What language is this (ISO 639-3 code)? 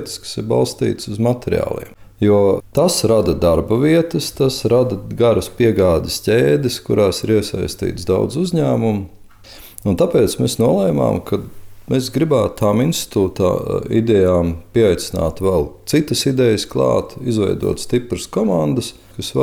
lav